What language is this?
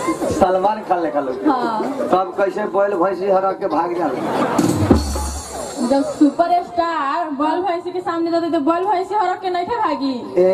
Bhojpuri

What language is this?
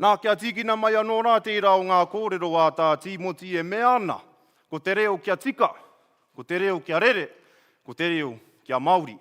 Māori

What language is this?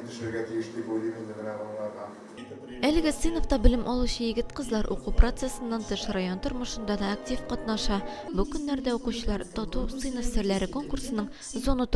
Tatar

